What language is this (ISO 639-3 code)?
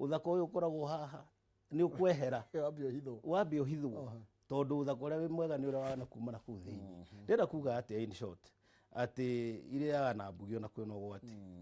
kik